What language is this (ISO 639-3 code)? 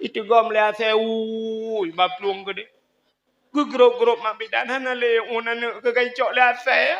ace